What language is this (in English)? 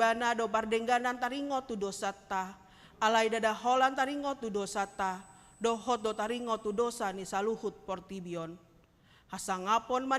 Batak Toba